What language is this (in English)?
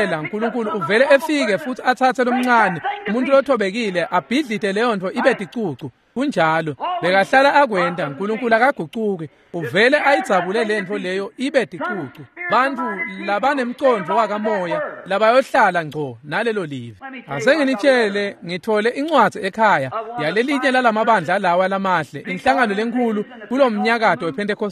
Swati